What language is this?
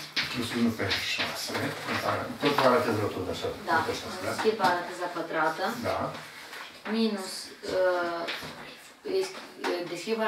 Romanian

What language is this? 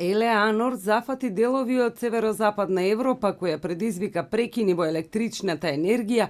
Macedonian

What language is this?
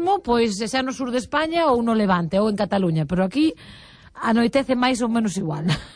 Galician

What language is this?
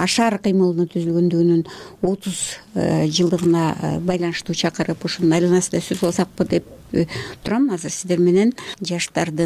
Kyrgyz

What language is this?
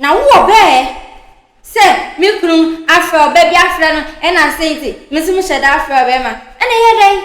Akan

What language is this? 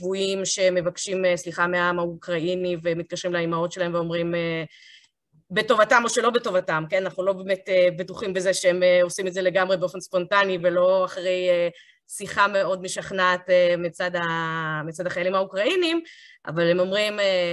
Hebrew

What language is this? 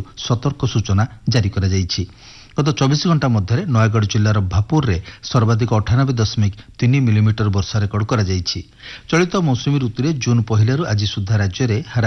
Odia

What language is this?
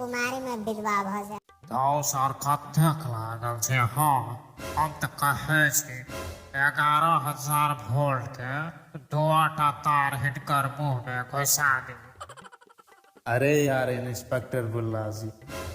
Maithili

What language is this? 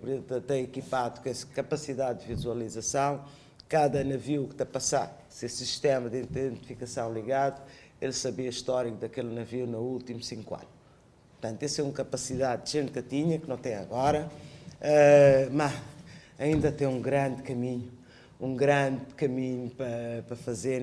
Kabuverdianu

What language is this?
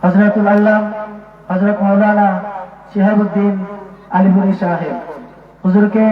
Sylheti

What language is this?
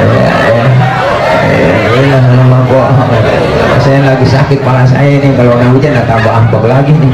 Betawi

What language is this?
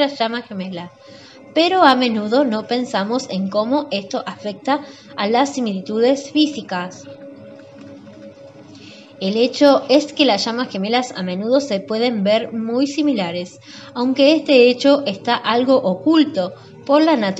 Spanish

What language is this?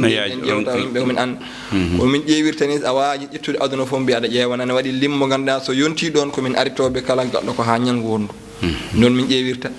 Fula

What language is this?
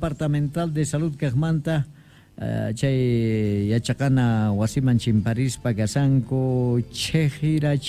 South Bolivian Quechua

